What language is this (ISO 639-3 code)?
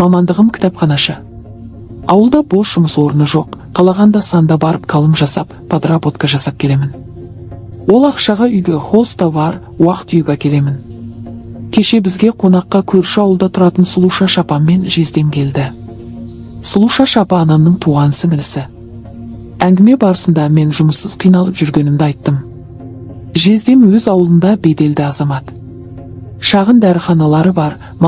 kaz